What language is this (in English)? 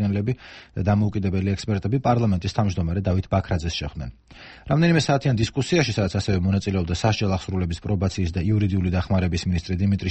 Georgian